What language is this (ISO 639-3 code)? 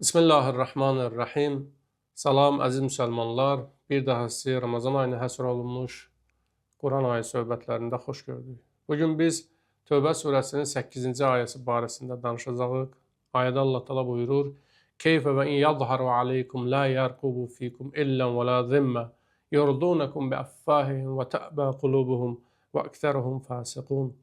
aze